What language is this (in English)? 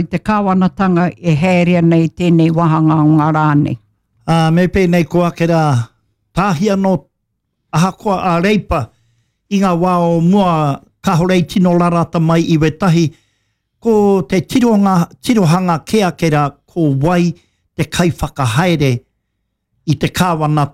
Māori